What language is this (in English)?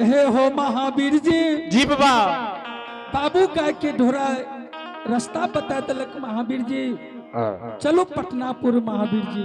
Angika